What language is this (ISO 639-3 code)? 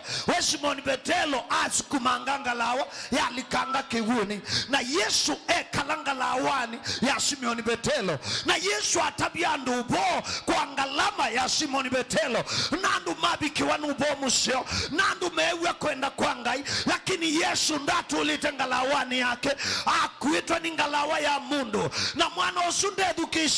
kam